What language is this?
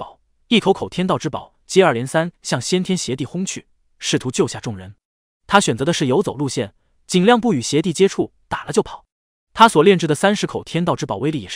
Chinese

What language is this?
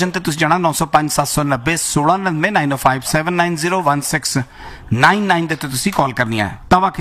Punjabi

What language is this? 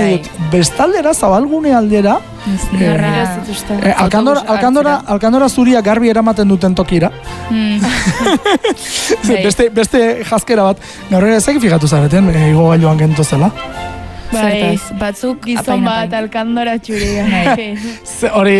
Basque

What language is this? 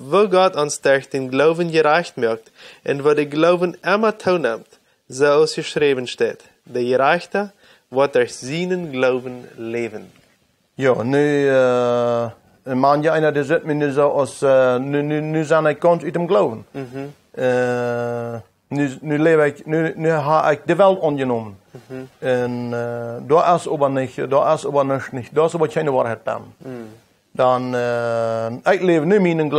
Plautdietsch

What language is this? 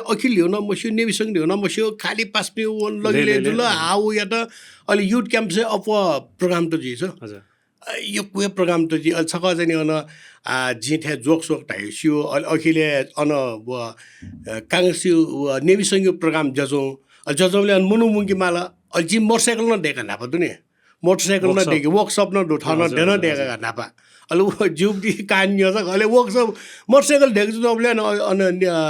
Newari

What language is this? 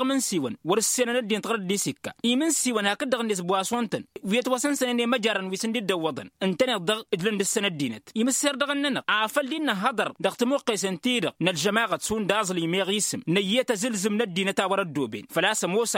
Tamasheq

